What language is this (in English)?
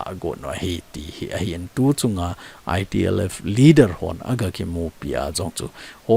Thado Chin